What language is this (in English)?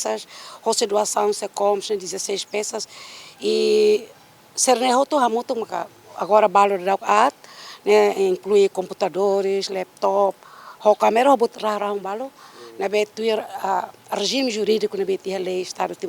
Tetum